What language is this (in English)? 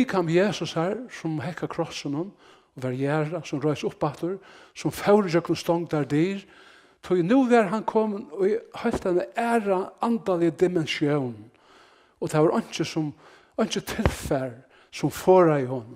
Faroese